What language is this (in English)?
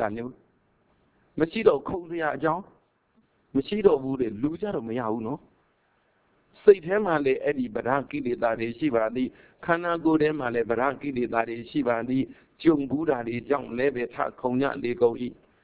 Burmese